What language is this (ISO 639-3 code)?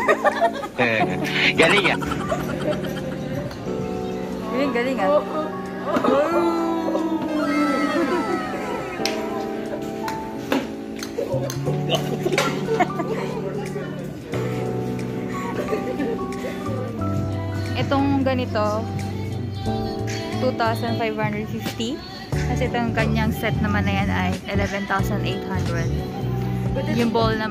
fil